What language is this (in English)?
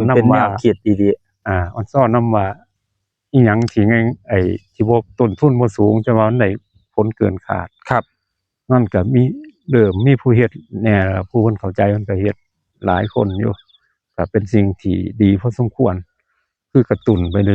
Northeastern Thai